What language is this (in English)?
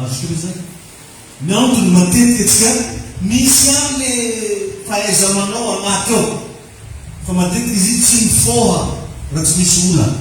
Malagasy